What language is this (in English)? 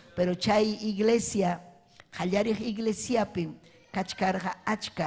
Ayacucho Quechua